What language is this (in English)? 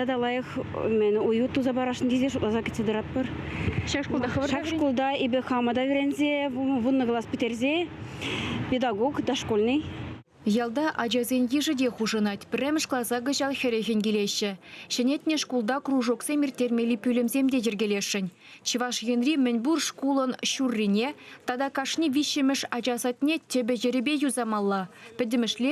Chuvash